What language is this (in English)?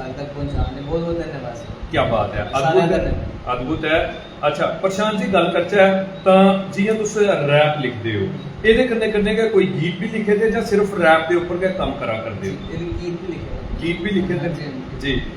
Dogri